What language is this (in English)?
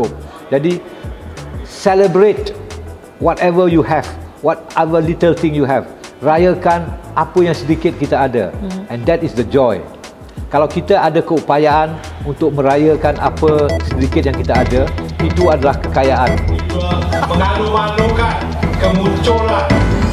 Malay